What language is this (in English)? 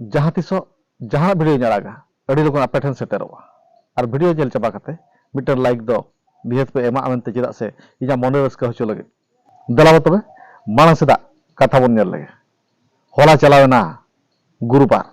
Santali